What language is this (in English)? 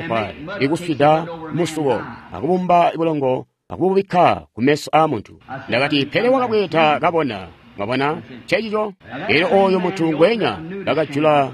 Tonga (Zambia)